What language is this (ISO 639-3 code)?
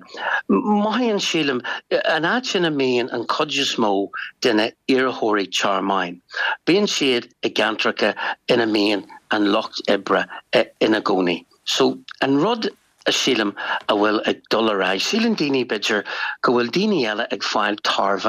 gle